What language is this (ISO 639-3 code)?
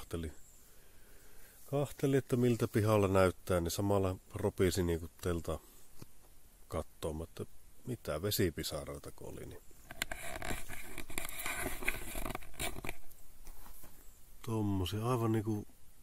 fin